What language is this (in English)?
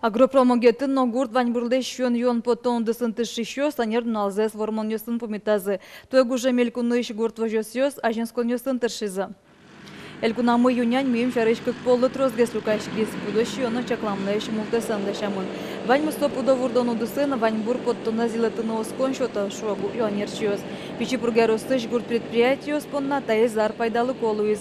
Udmurt